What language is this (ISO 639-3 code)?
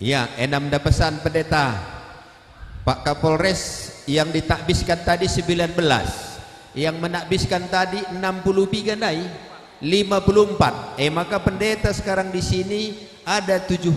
btx